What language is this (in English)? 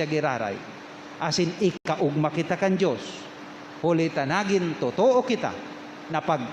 Bikol